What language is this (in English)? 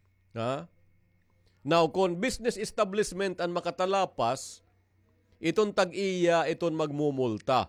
Waray